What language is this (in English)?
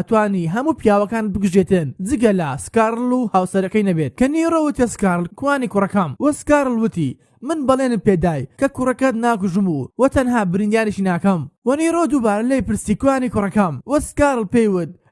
Central Kurdish